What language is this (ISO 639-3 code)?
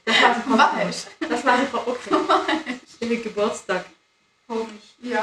gsw